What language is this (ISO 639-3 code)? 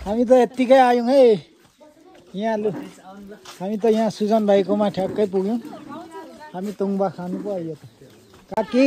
nep